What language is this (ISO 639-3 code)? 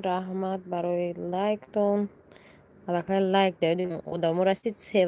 tgk